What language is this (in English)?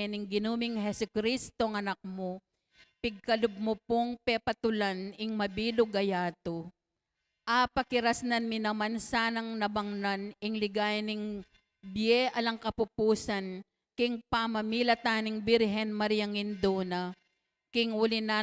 Pampanga